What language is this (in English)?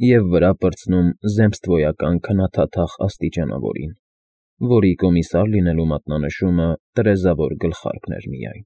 Armenian